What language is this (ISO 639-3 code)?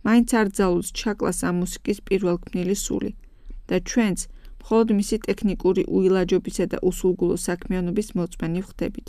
kat